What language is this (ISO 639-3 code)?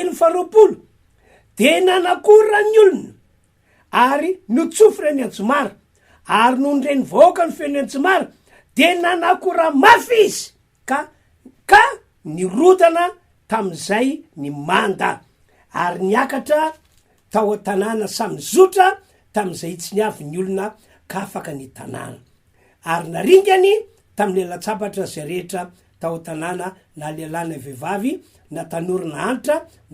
mlg